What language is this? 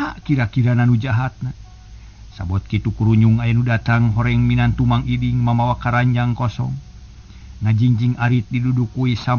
Sundanese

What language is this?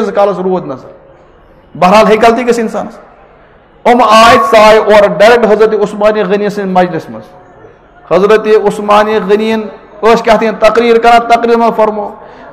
Kashmiri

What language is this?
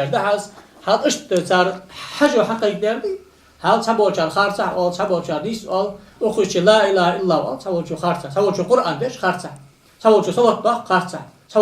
Ingush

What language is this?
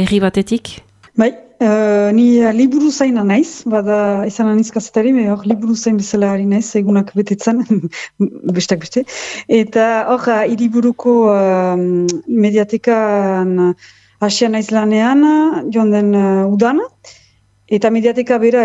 Basque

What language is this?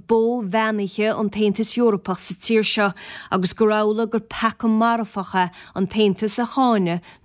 Irish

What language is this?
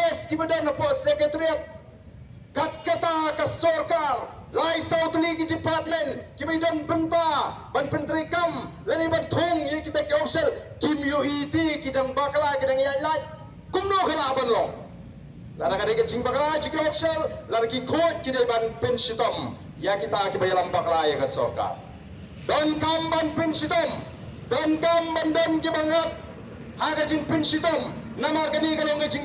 Khasi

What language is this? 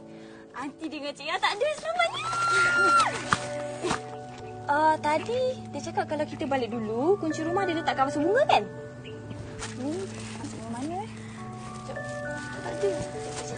Malay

